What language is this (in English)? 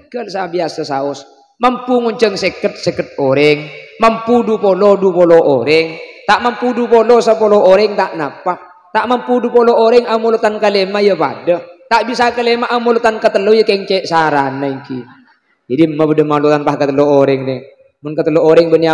Madurese